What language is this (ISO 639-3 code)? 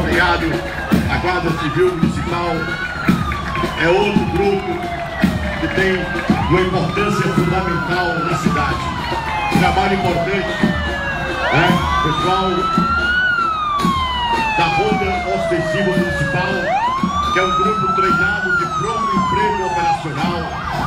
por